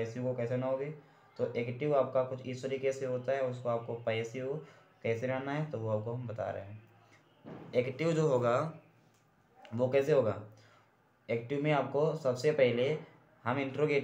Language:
Hindi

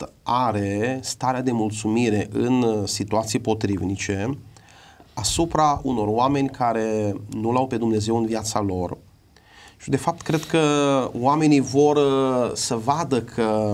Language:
Romanian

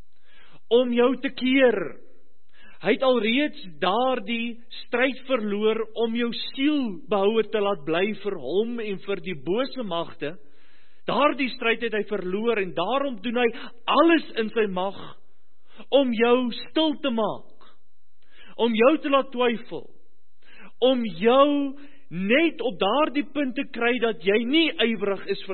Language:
Afrikaans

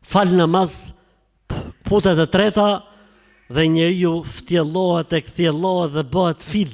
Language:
Albanian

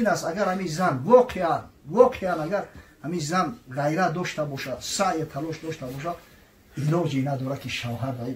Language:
Tajik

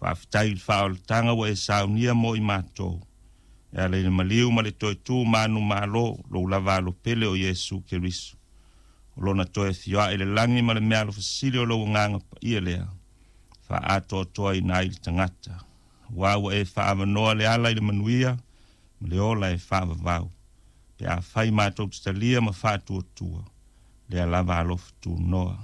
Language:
Samoan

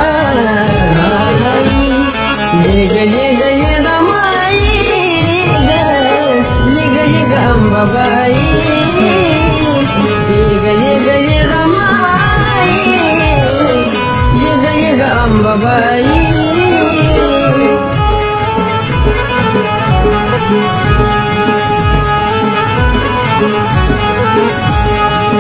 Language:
Marathi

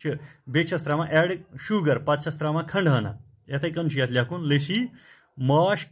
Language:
Kashmiri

